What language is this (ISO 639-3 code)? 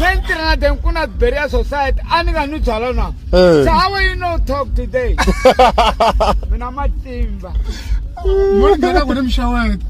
tso